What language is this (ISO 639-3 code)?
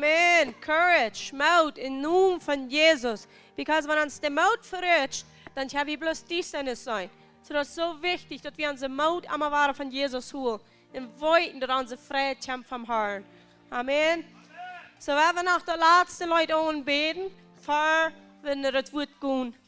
pdt